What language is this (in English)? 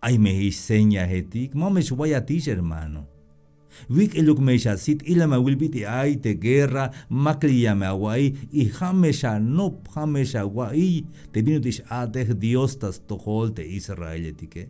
Tzeltal